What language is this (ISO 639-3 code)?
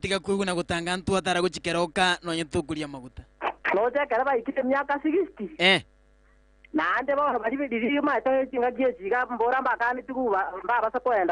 guz